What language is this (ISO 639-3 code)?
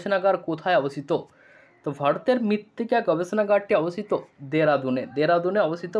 ben